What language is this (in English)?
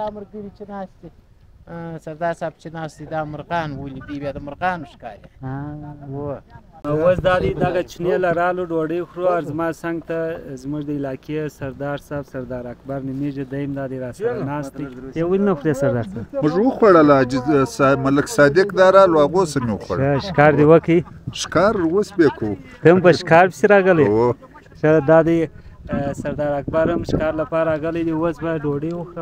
Pashto